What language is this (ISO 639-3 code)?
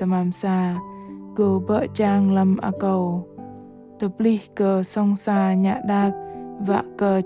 bdq